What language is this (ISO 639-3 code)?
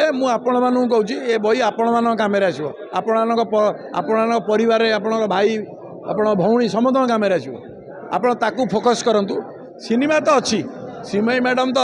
ori